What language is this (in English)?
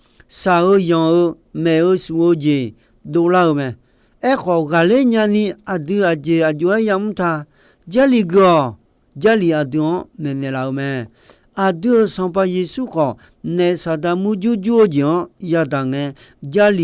Akha